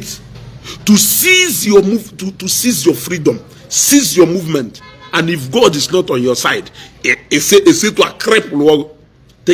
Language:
Igbo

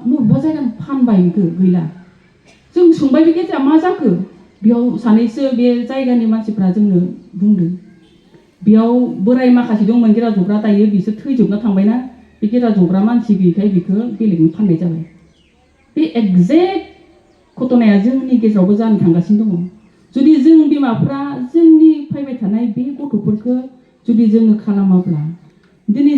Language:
Bodo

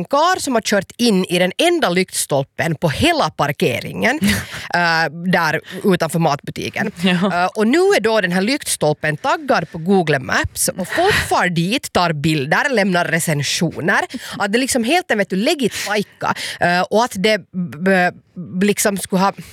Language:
Swedish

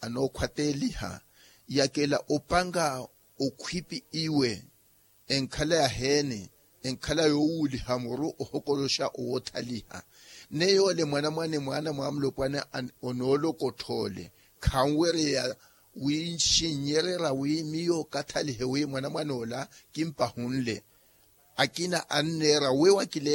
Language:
Makhuwa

